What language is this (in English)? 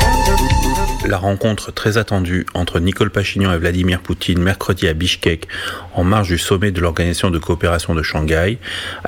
French